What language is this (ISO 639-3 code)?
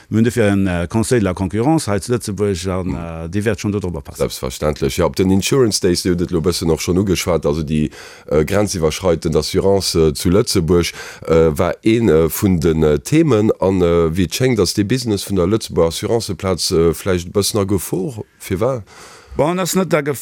ltz